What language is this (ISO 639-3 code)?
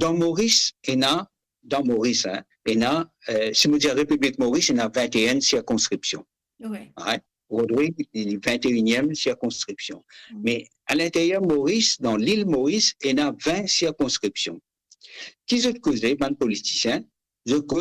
mfe